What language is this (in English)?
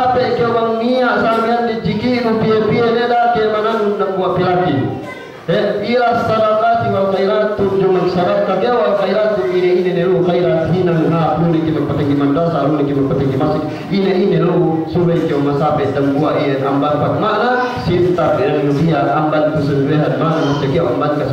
Yakan